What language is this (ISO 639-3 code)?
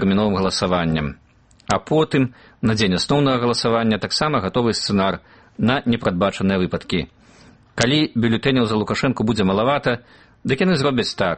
bel